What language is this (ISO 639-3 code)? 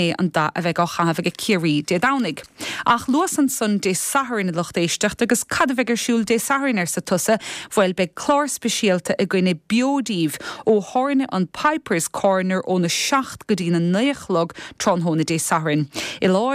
gle